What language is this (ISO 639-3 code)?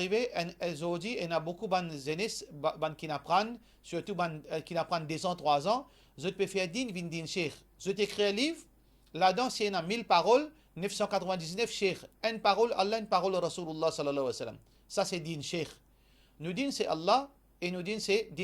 mfe